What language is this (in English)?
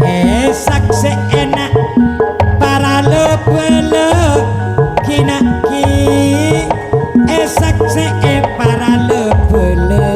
Madurese